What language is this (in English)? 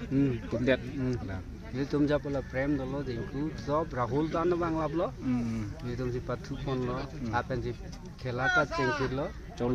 Karbi